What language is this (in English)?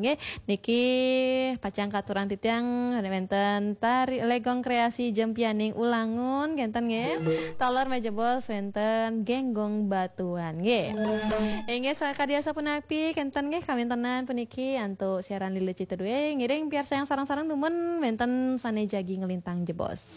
Balinese